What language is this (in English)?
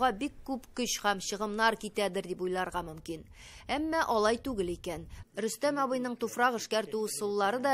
Tatar